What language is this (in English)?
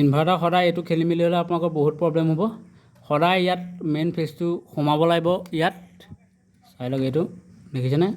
Assamese